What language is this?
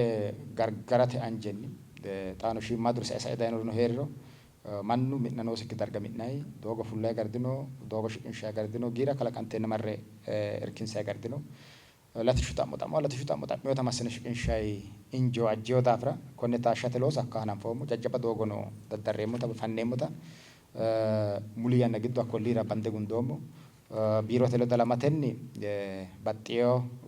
Sidamo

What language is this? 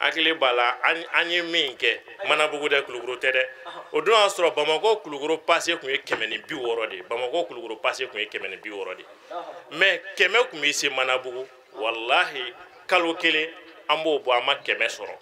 Bambara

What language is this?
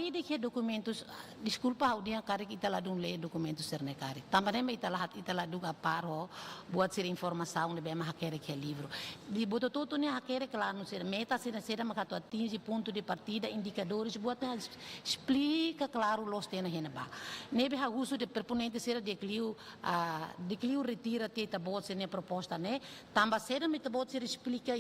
Tetum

